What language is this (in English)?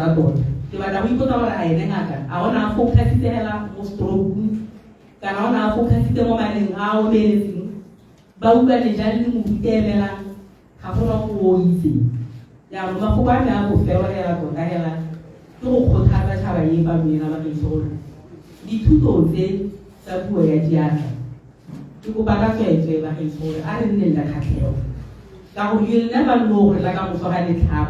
Tswana